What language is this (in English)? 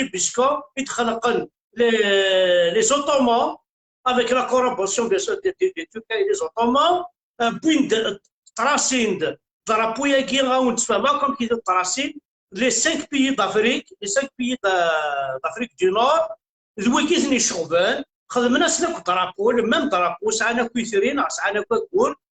Kabyle